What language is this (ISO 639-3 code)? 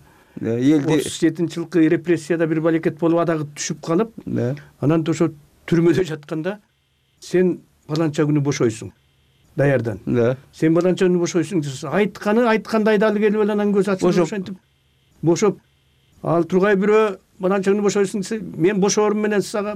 kir